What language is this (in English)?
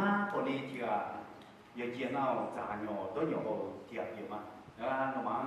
Akha